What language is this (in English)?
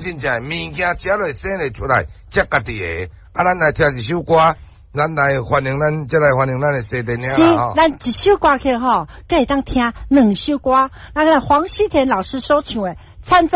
Min Nan Chinese